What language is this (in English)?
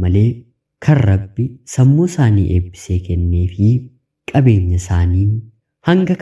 Oromo